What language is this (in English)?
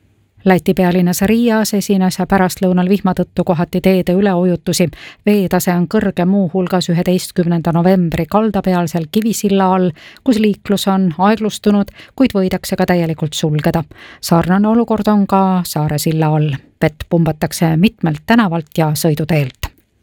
Estonian